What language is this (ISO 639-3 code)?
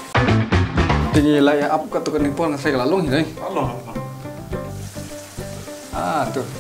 kha